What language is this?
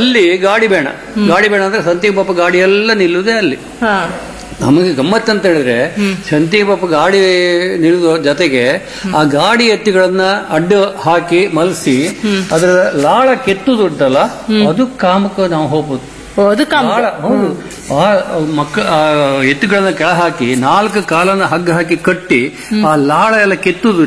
Kannada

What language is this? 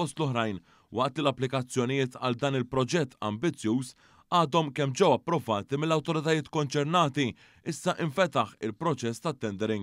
Maltese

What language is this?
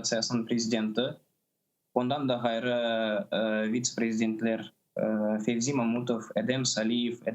Crimean Tatar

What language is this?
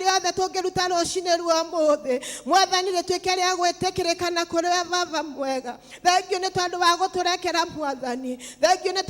Kikuyu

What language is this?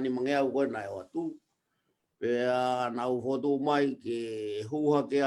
Tongan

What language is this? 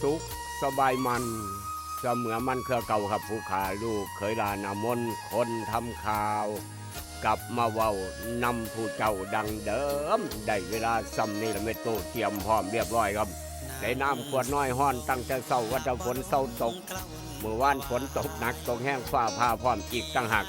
Northeastern Thai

